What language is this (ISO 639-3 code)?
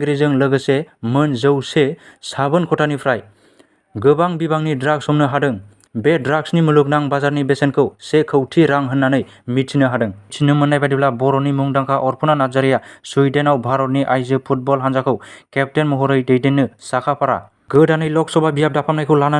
brx